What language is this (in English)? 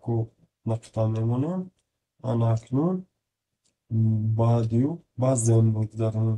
Tajik